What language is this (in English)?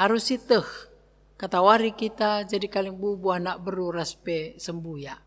Batak Karo